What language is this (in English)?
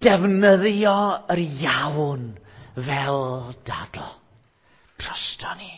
Welsh